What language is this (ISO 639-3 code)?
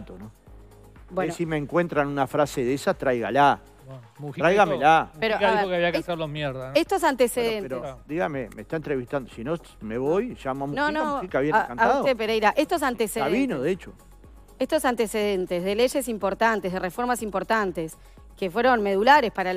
spa